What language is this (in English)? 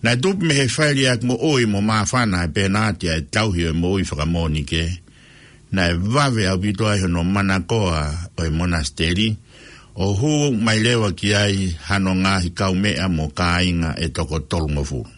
Tongan